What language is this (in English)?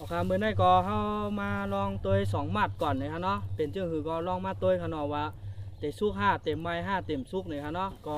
Shan